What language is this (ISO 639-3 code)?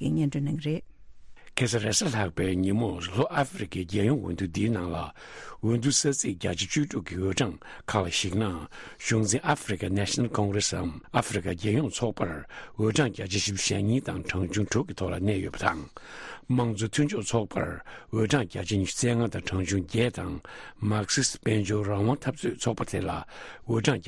bod